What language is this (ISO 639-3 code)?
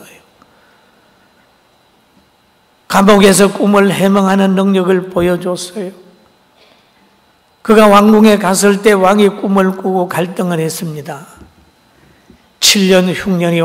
kor